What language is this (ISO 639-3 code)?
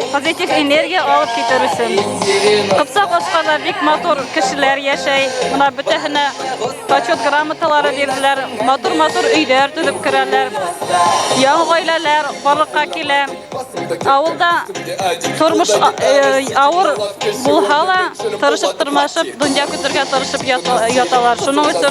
bak